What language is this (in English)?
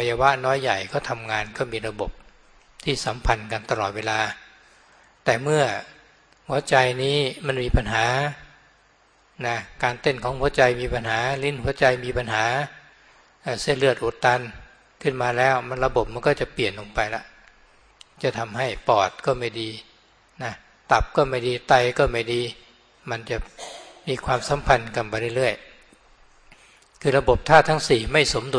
Thai